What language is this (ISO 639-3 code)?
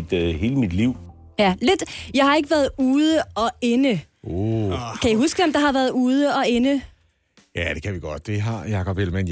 dan